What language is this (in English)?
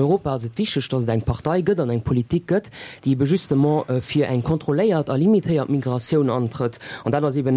Luxembourgish